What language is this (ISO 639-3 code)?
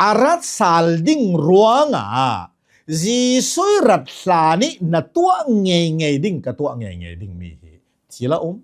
cnh